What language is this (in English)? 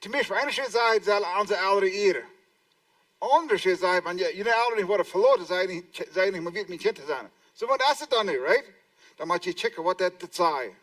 Plautdietsch